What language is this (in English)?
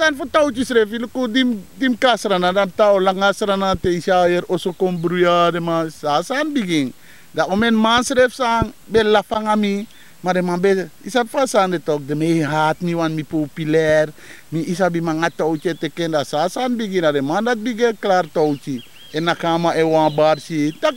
Sranan Tongo